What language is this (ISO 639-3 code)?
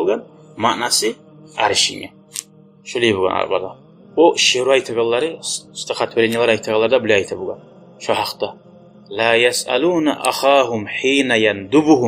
kum